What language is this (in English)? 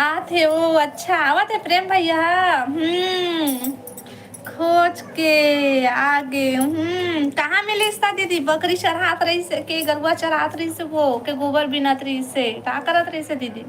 Chhattisgarhi